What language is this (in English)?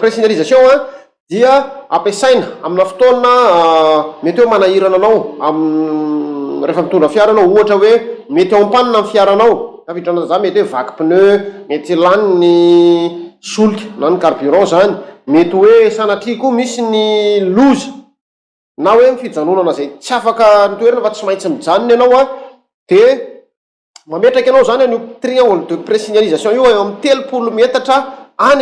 Malagasy